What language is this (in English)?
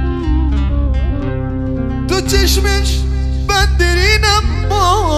Persian